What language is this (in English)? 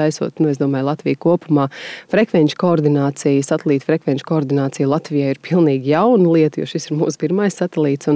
Latvian